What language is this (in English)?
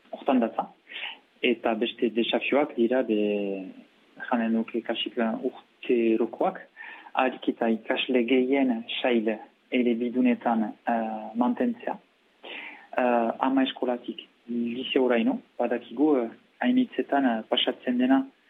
Basque